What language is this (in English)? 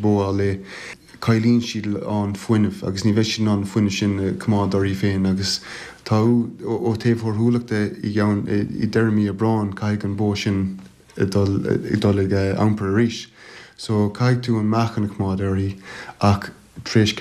Irish